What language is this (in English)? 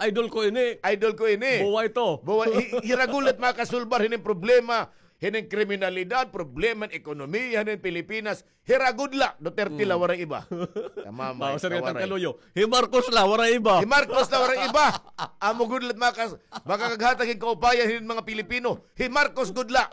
Waray